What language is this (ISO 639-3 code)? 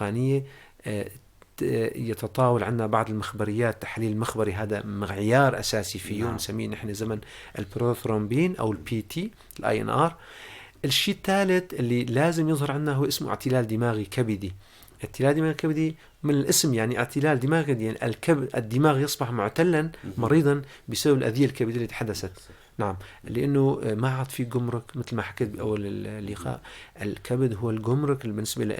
apc